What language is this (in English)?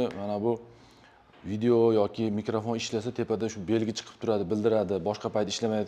Uzbek